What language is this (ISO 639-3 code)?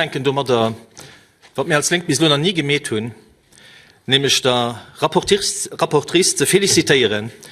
ltz